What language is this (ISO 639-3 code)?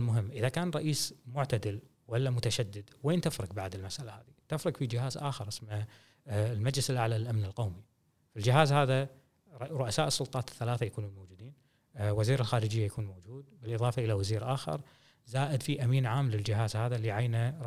afb